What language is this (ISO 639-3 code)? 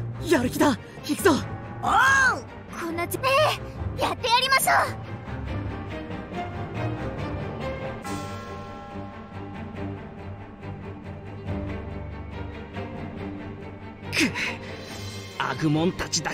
jpn